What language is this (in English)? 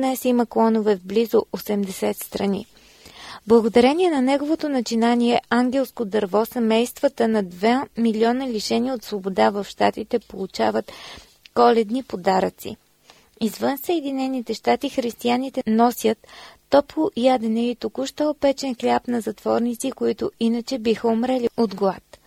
Bulgarian